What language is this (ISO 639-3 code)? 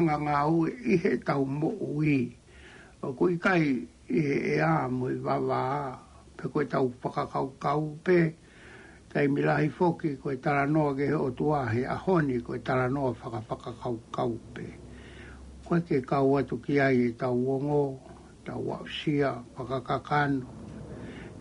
ton